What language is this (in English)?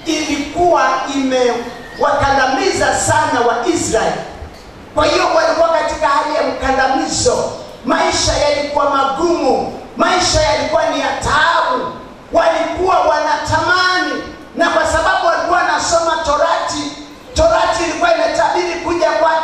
Swahili